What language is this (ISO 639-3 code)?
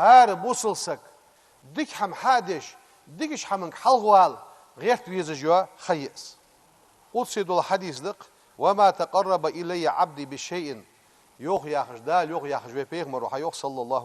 inh